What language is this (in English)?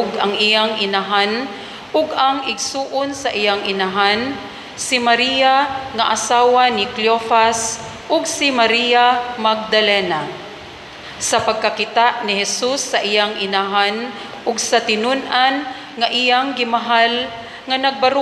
Cebuano